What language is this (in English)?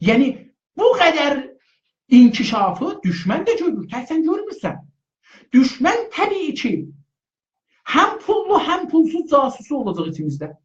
South Azerbaijani